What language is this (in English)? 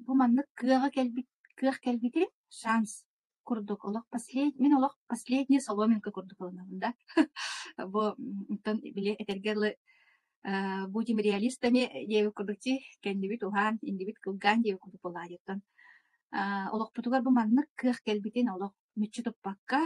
Yakut